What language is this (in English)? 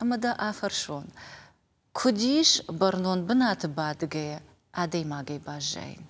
Ossetic